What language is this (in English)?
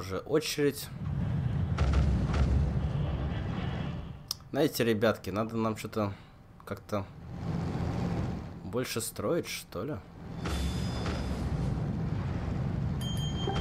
Russian